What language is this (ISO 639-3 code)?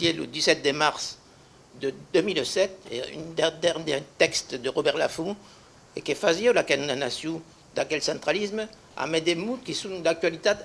oci